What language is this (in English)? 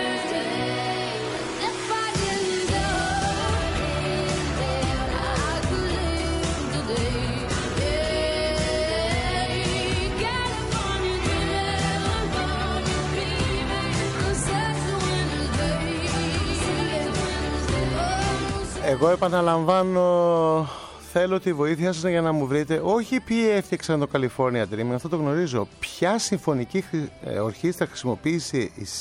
Greek